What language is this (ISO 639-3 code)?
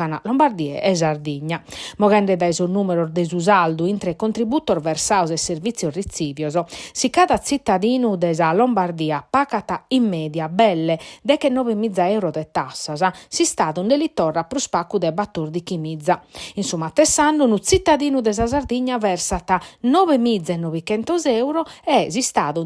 srd